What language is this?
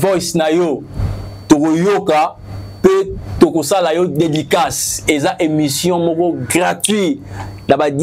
Lingala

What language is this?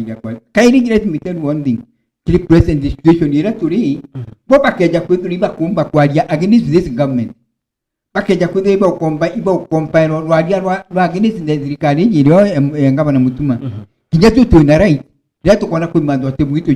Meru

